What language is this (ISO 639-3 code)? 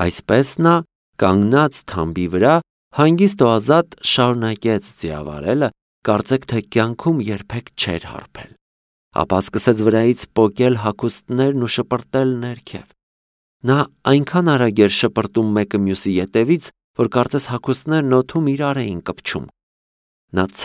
hye